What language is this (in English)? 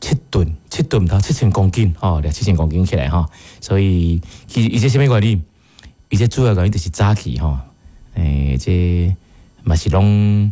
Min Nan Chinese